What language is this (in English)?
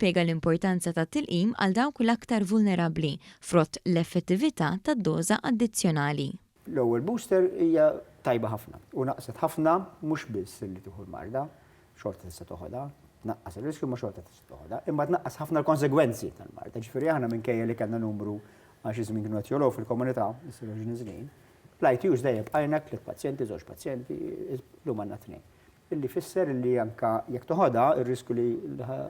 Maltese